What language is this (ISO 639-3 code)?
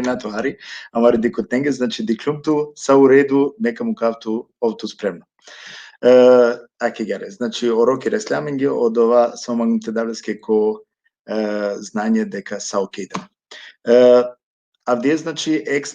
rmn